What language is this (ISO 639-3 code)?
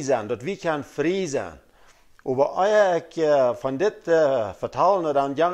pdt